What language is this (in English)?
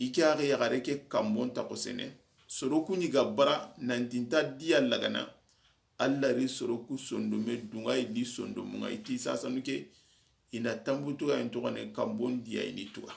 Soninke